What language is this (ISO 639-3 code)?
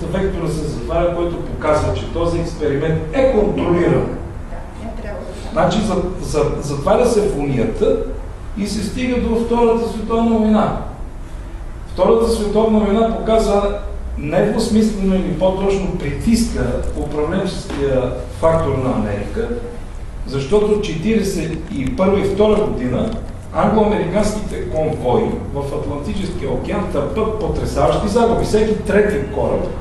bul